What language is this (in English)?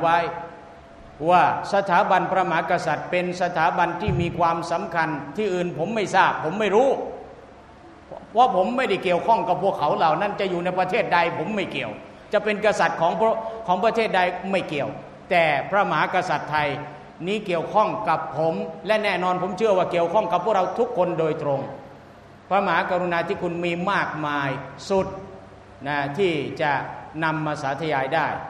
Thai